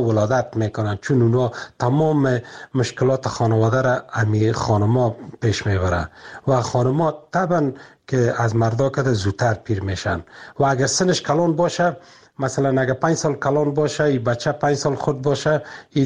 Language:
Persian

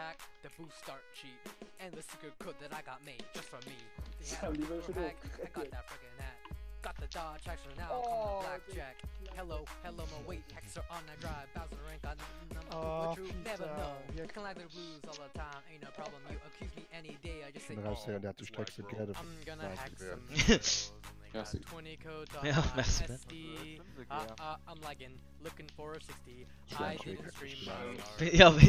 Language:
Luxembourgish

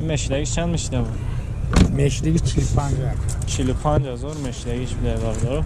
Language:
Tajik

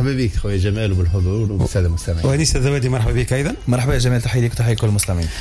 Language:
Tunisian Arabic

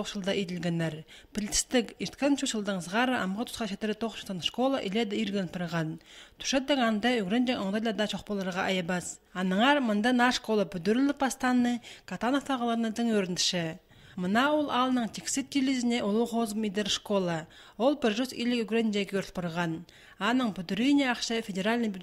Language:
Khakas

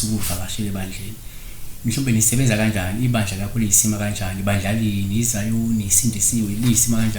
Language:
Zulu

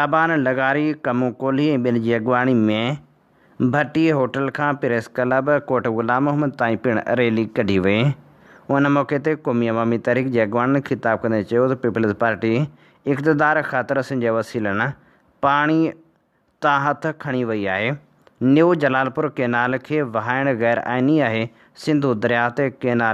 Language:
Sindhi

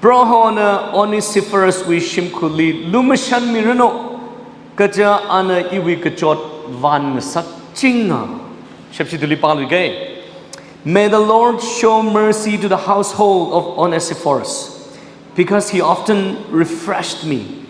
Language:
Tangkhul Naga (India)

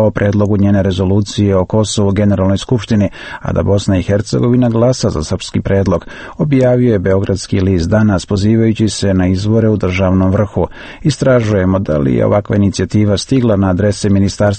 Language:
Serbian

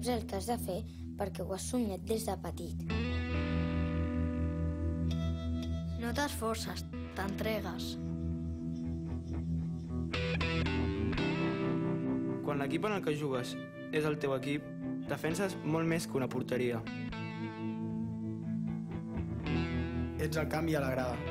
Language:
Catalan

